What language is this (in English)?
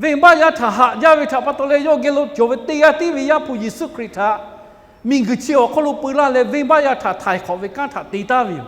Lahu